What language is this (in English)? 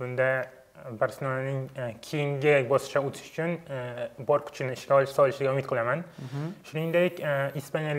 Uzbek